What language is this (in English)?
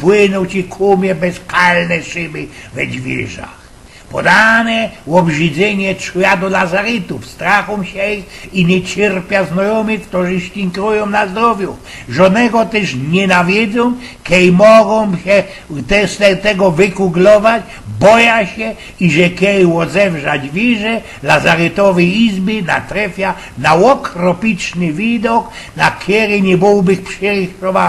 Silesian